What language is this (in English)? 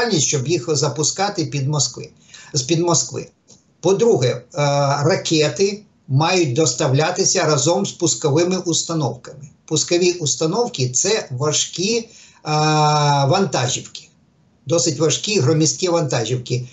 Ukrainian